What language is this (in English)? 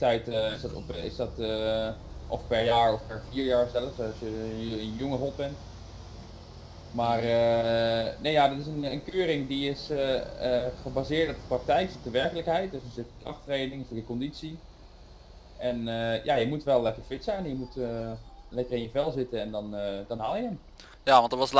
Dutch